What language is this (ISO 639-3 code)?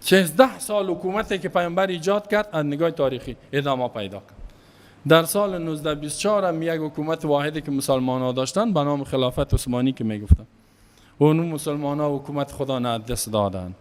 fas